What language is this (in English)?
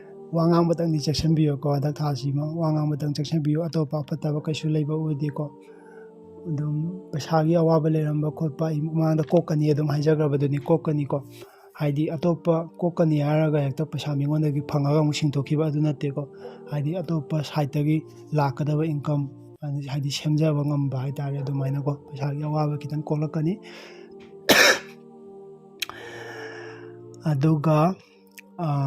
Manipuri